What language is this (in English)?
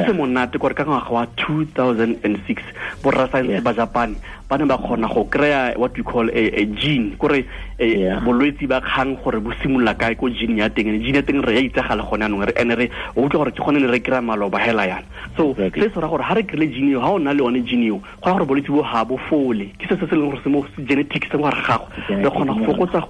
Tswana